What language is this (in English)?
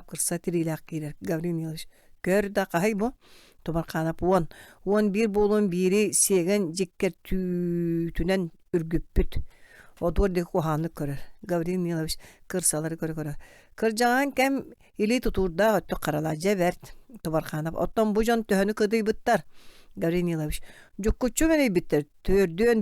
Yakut